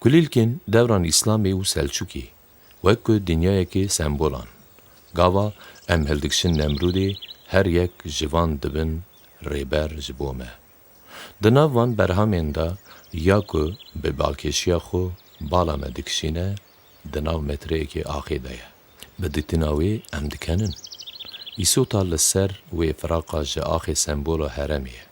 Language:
Kurdish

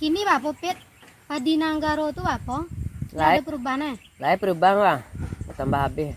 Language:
Minangkabau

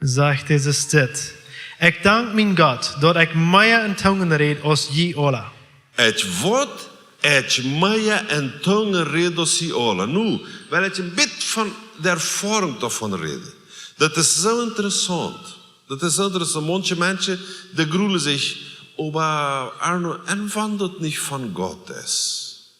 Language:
Plautdietsch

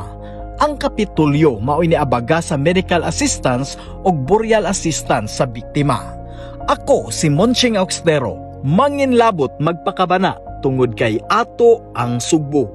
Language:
Cebuano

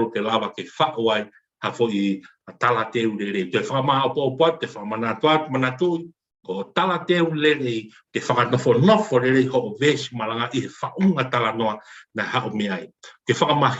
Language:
Tongan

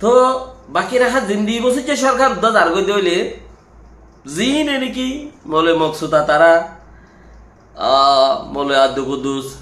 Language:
Rohingya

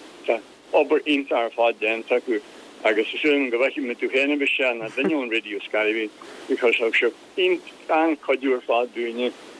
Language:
Irish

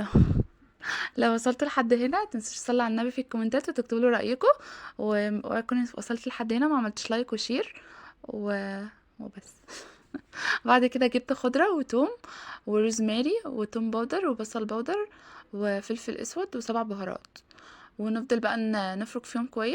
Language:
Egyptian Arabic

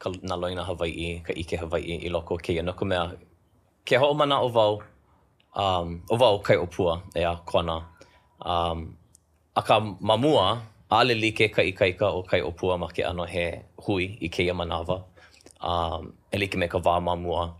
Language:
Hawaiian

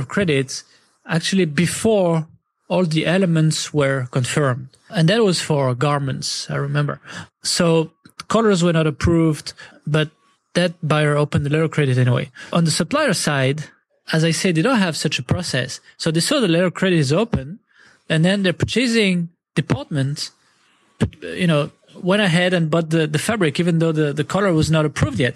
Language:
English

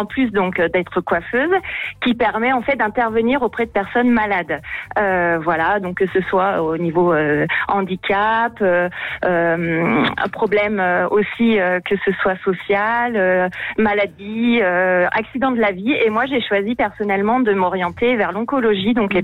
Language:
French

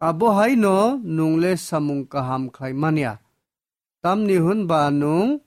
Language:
Kok Borok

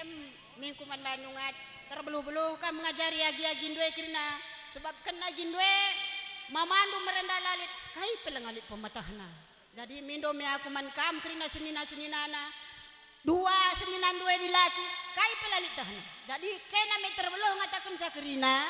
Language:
Batak Karo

